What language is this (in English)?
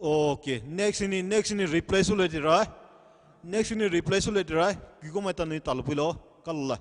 Poumei Naga